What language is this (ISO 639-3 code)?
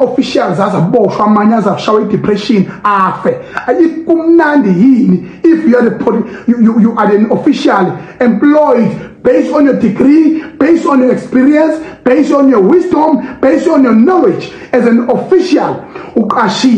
zul